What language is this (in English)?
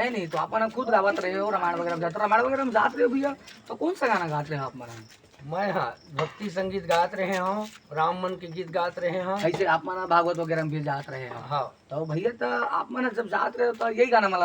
Chhattisgarhi